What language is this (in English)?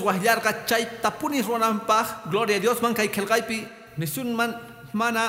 Quechua